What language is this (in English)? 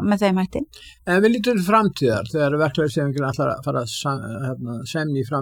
Icelandic